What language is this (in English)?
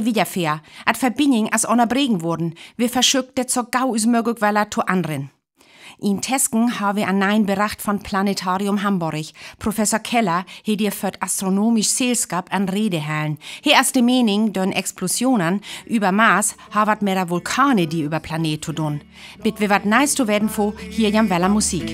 Northern Frisian